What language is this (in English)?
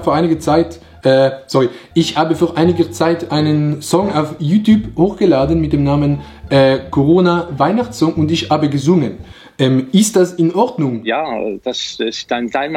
Swiss German